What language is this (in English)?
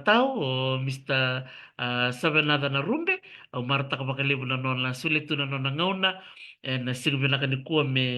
Fijian